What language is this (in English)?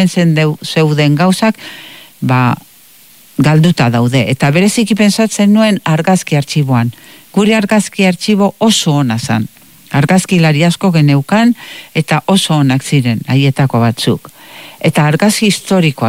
Basque